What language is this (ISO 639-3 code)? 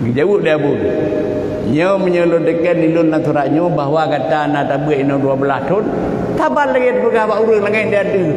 ace